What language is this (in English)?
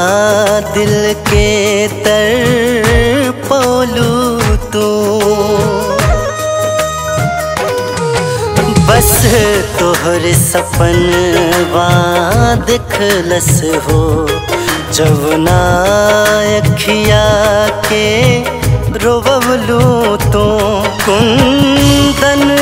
Bhojpuri